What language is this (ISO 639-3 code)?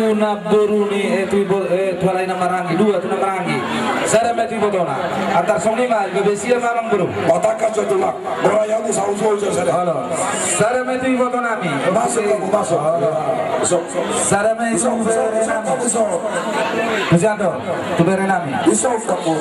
bbc